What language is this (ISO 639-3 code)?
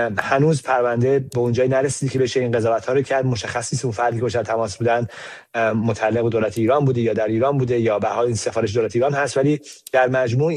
fas